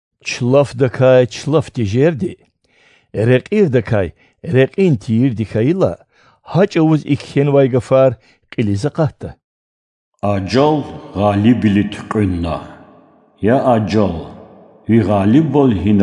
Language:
Lezghian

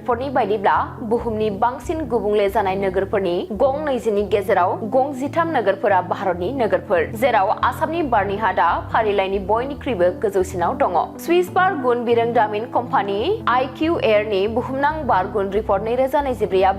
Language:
Bodo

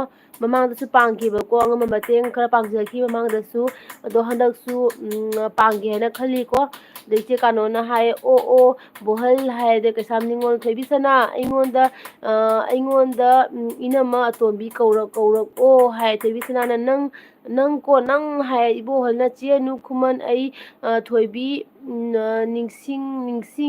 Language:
Manipuri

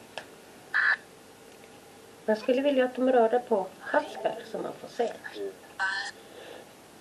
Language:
Swedish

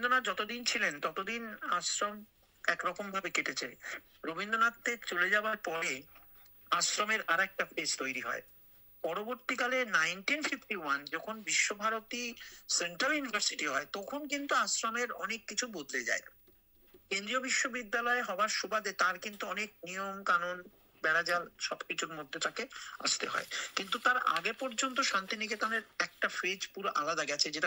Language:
Bangla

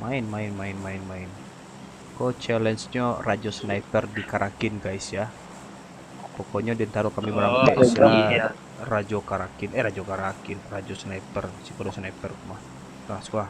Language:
Minangkabau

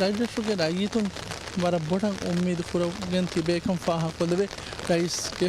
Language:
Divehi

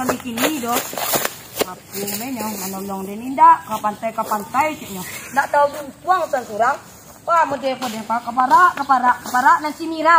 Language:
Minangkabau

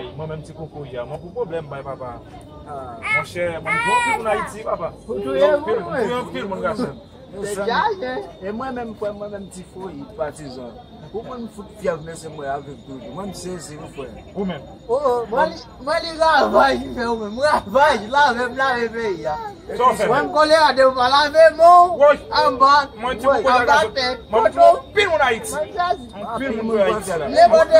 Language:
Haitian Creole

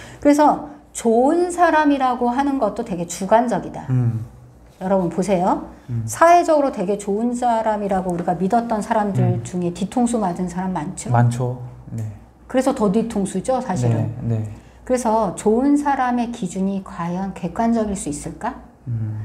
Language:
Korean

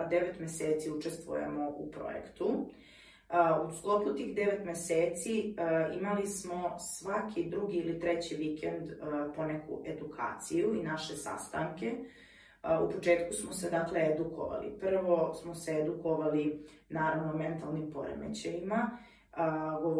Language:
Croatian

